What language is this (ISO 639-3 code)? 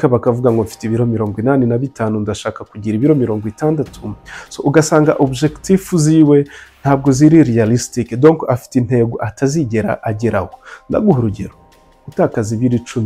kin